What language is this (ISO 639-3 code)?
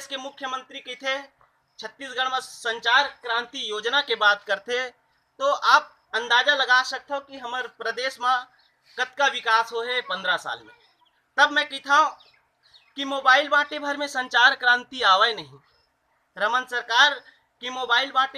hne